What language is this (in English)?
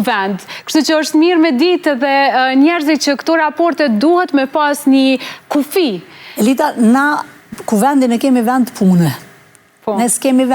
Albanian